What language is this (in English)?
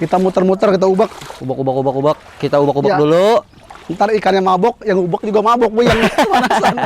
Betawi